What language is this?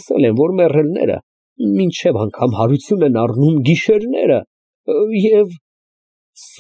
Armenian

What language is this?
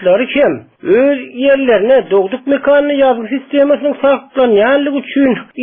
Turkmen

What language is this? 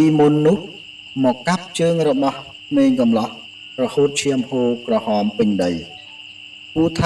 Khmer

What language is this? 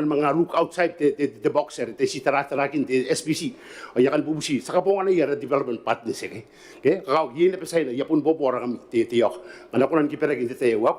Gilbertese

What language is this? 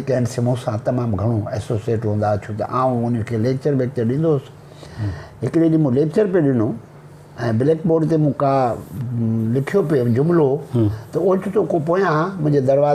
Sindhi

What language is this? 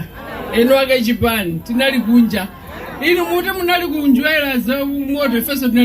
Nyanja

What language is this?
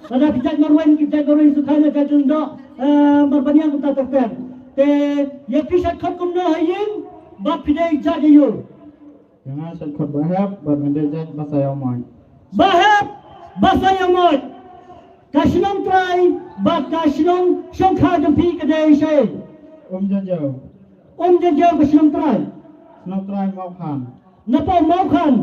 Khasi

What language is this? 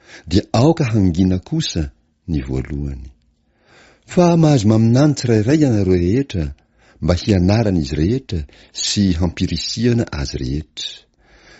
Malagasy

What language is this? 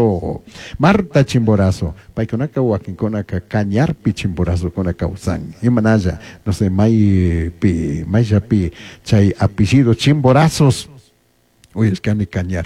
Chimborazo Highland Quichua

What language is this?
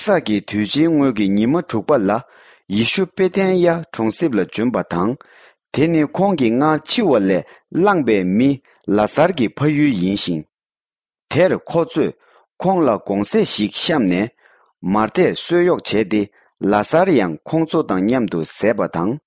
Tibetan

